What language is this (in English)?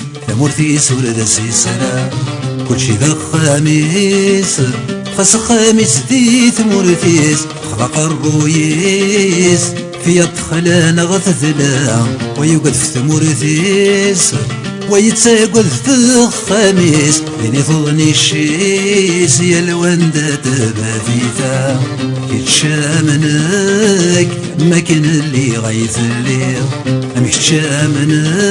Kabyle